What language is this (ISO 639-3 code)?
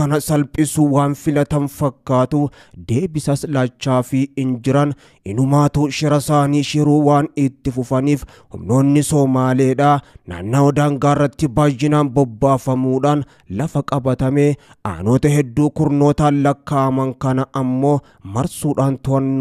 orm